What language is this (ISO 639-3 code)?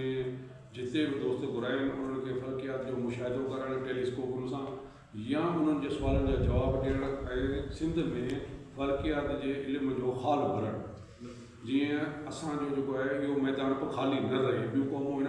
snd